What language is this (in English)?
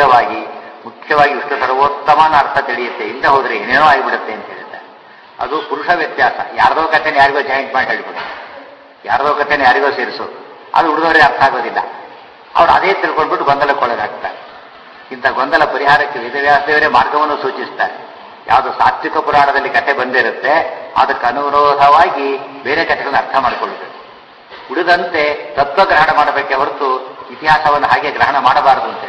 Kannada